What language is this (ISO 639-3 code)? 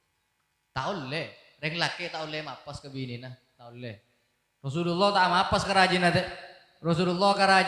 mad